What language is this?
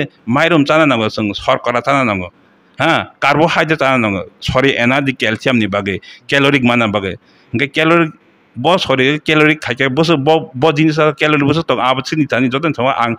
Kok Borok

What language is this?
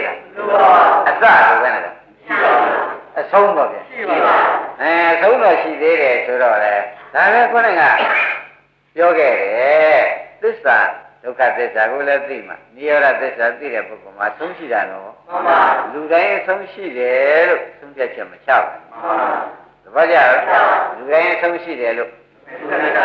Burmese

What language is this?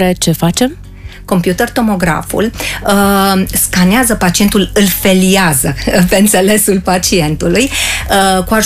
Romanian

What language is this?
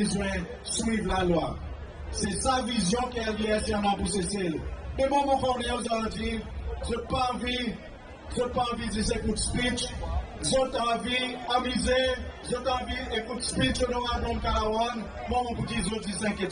Seselwa Creole French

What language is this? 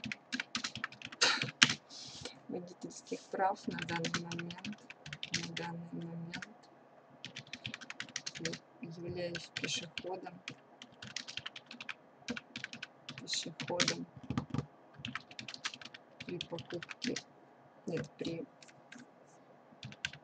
Russian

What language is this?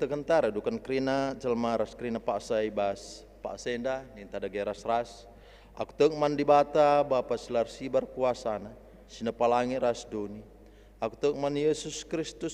Batak Karo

